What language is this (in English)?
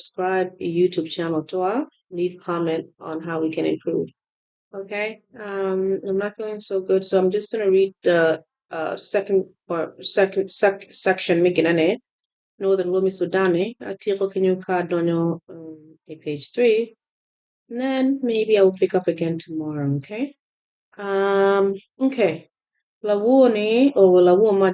Acoli